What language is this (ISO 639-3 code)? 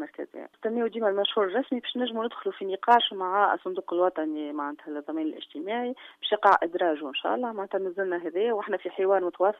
aeb